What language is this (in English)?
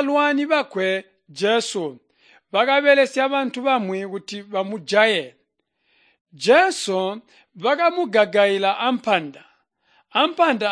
Tonga (Zambia)